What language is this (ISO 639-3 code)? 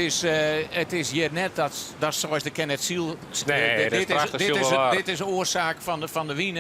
fry